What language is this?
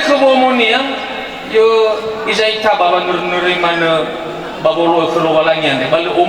Nias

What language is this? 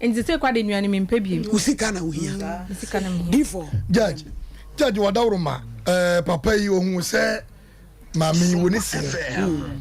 Akan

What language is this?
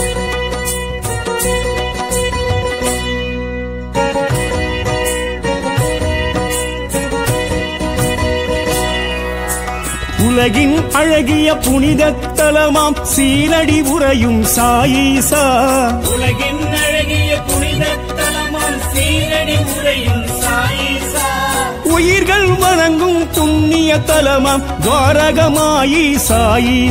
Tamil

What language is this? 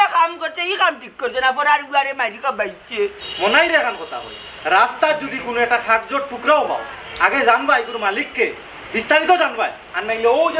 Sylheti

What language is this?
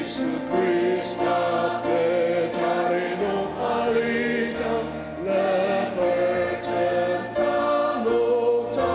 Ao Naga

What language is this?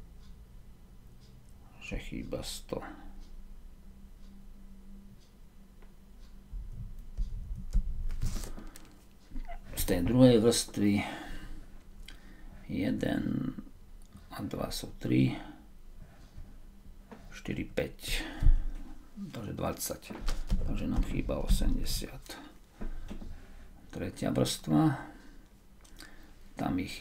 Slovak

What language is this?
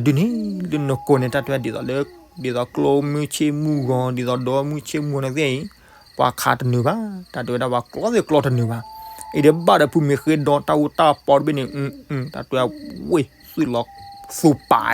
S'gaw Karen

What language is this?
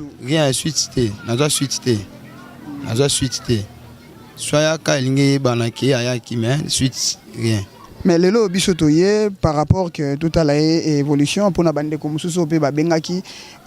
Lingala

